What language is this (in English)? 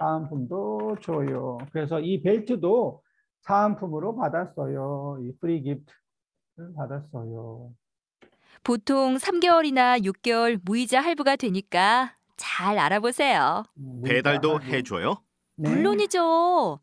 Korean